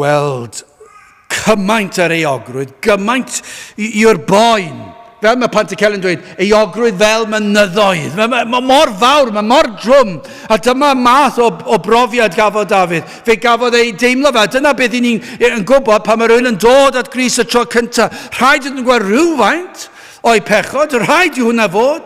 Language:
Welsh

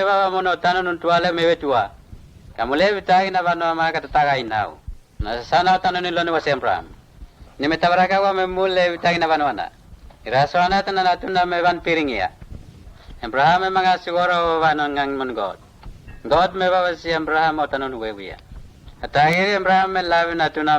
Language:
Mota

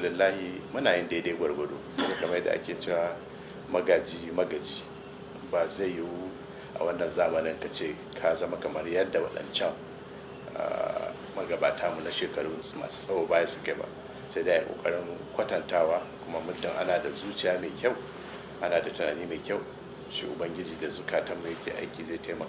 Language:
Hausa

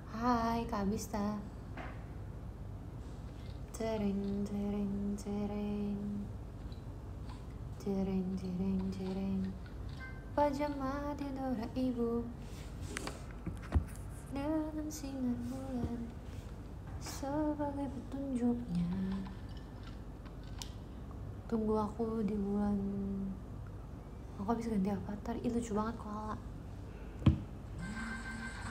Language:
Indonesian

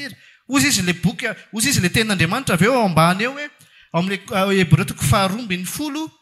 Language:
Malagasy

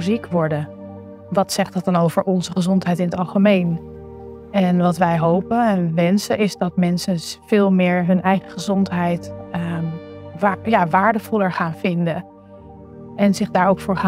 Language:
Dutch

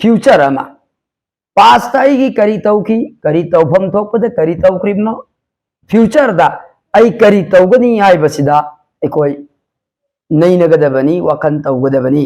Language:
Manipuri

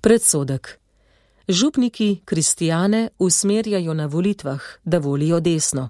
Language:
Slovenian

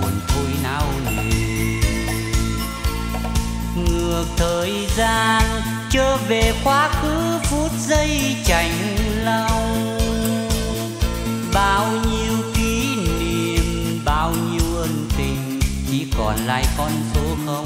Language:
Vietnamese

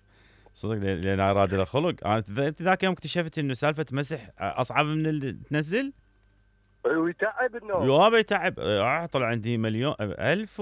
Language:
Mesopotamian Arabic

